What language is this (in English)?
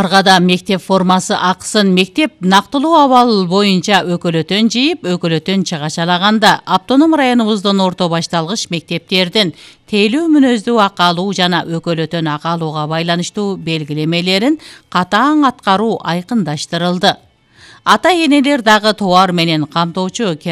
Kyrgyz